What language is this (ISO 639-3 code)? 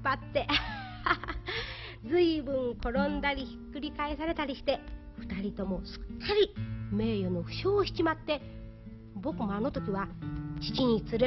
jpn